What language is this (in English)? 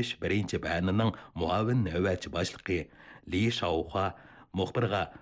Uyghur